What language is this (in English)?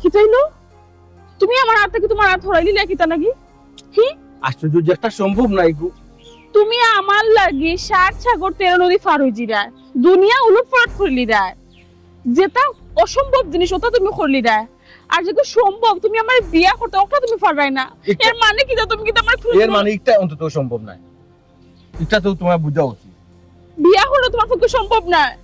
Sylheti